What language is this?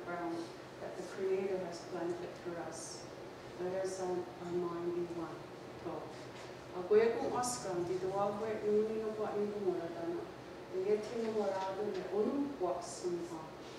Mohawk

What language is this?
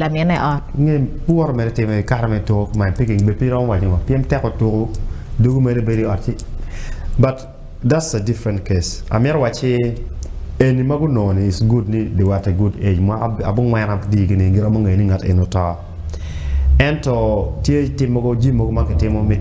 Acoli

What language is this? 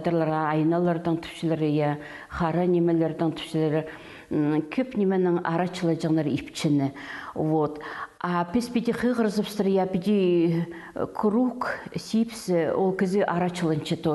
Khakas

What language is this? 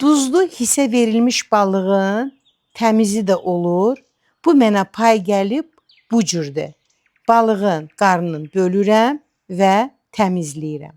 Azerbaijani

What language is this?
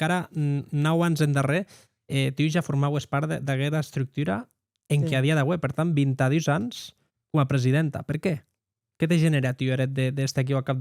Occitan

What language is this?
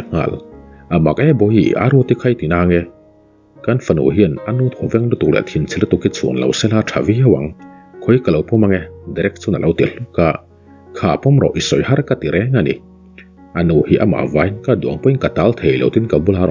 Mizo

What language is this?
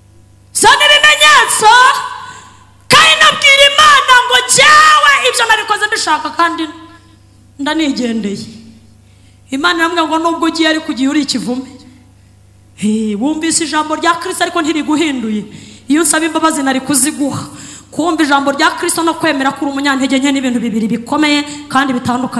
Kinyarwanda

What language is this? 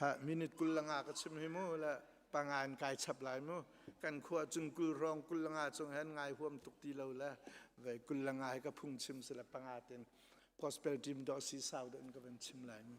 Hakha Chin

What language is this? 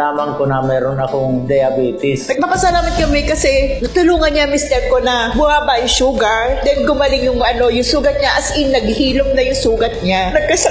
Filipino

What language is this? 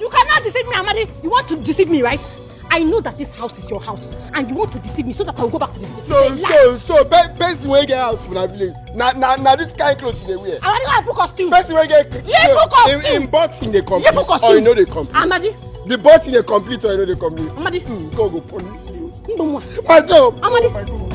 Nigerian Pidgin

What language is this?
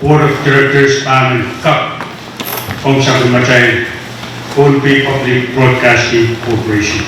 Pohnpeian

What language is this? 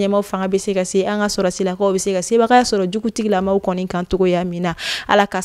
Bambara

